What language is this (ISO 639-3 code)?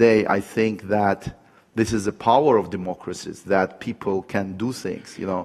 eng